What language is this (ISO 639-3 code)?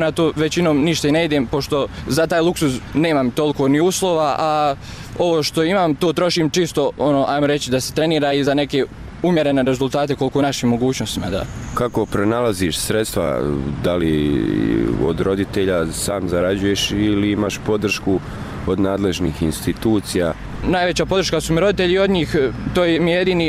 bos